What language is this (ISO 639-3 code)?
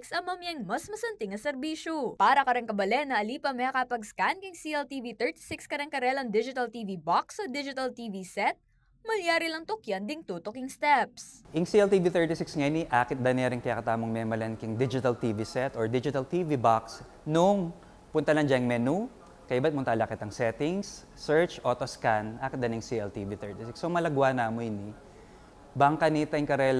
pam